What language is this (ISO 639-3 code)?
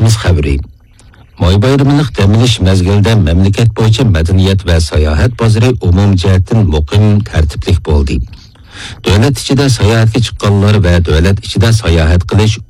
uig